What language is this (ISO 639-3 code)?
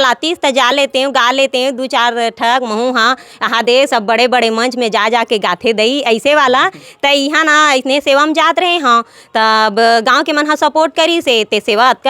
hne